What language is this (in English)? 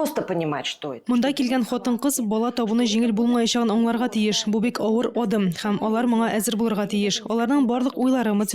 Tatar